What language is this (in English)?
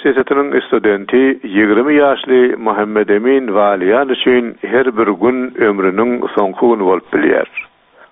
Turkmen